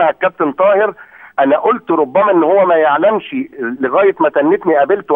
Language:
Egyptian Arabic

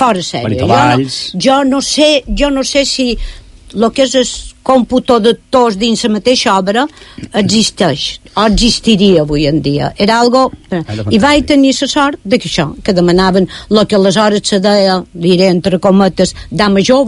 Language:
Catalan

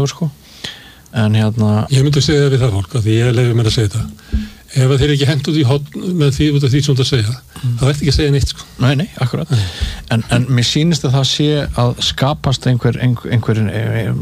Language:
Icelandic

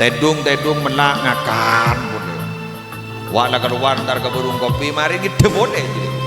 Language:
Madurese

